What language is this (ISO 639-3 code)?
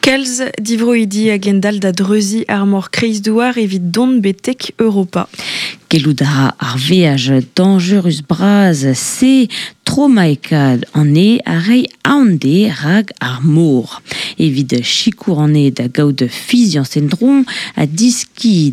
bre